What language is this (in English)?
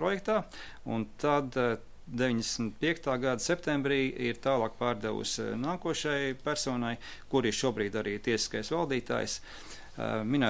Latvian